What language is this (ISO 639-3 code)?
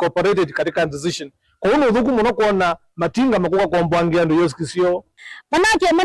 kam